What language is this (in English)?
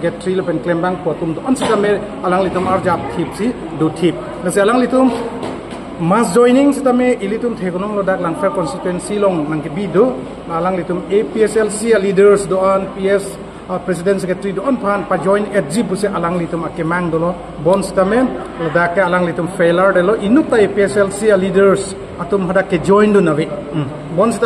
Karbi